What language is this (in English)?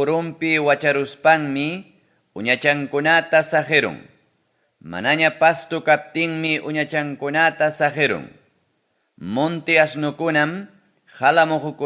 Ayacucho Quechua